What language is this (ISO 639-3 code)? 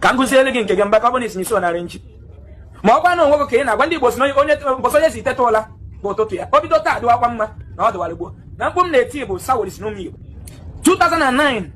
ibo